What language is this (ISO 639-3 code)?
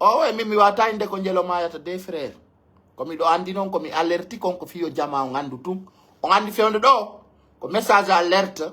fuf